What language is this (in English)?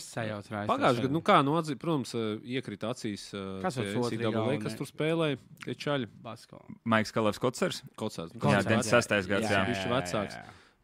Latvian